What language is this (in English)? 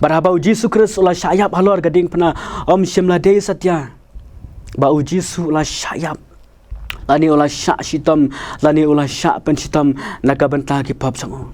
Khasi